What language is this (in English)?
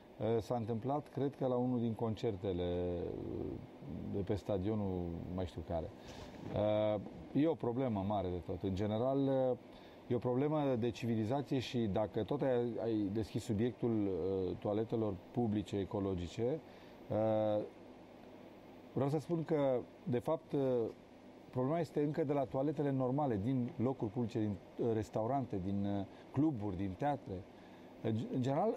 Romanian